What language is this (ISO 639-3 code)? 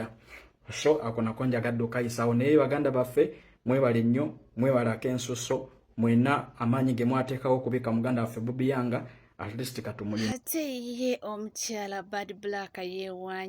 lug